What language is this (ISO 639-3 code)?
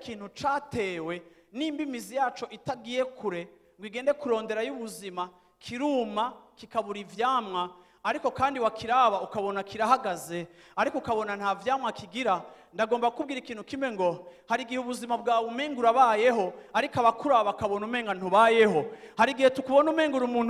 run